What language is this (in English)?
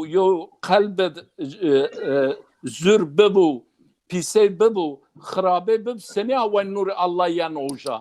Zaza